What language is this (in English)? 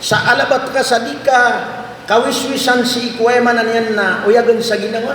Maranao